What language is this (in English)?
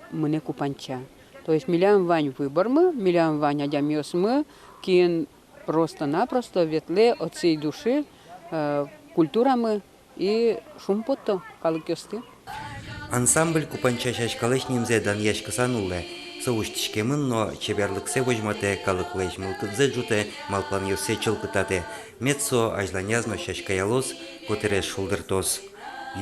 Udmurt